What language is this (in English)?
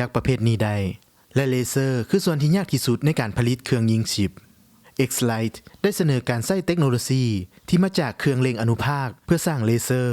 Lao